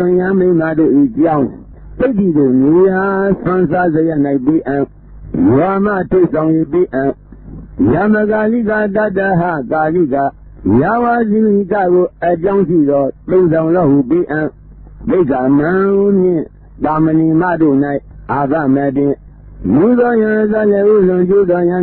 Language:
Burmese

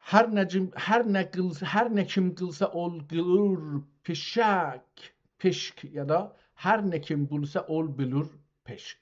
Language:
South Azerbaijani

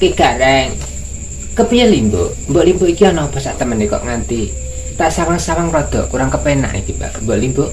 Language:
Javanese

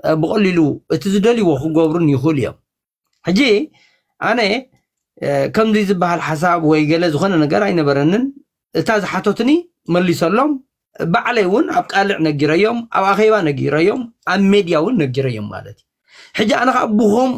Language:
Tigrinya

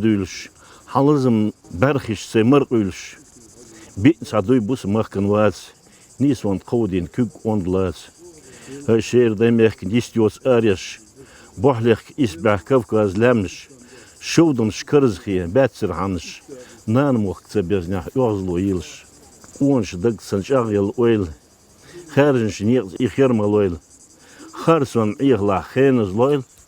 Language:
Chechen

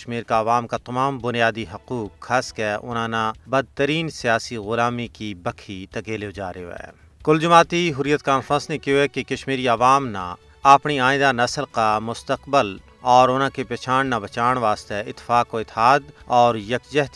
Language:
Gujari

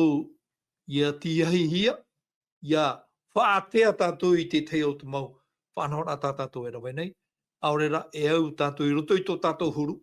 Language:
Tahitian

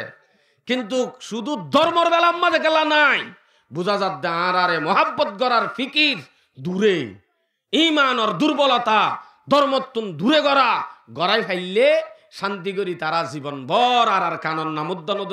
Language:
Rohingya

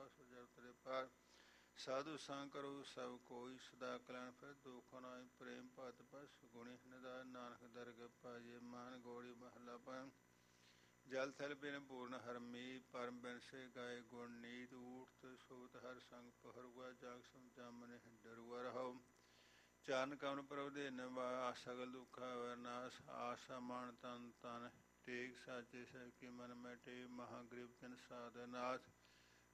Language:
Punjabi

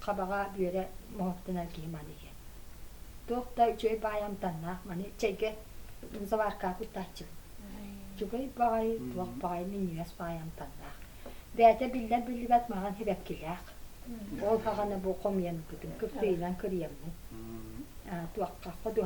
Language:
Yakut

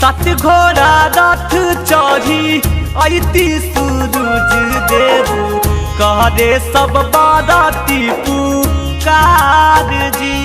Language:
Magahi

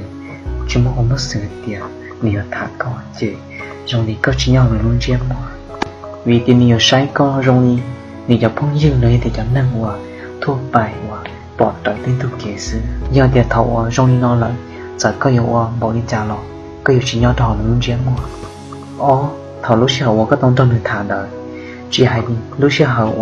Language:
Hmong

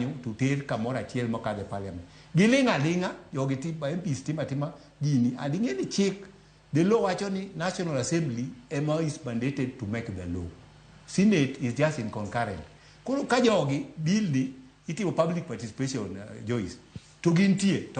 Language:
Luo (Kenya and Tanzania)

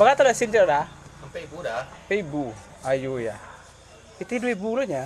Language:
Minangkabau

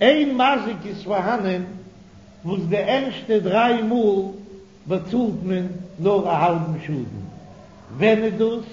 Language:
Yiddish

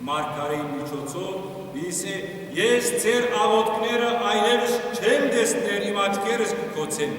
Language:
Western Armenian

